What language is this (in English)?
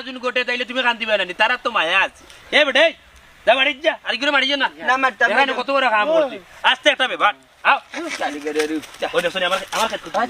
Sylheti